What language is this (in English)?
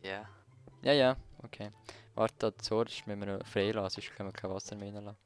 Swiss German